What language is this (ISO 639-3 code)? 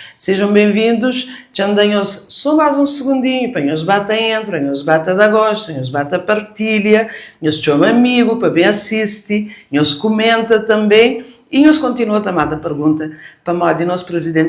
kea